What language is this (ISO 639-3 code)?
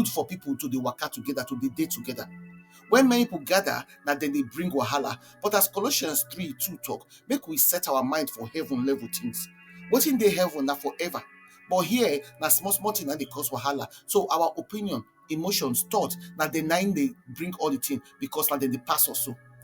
pcm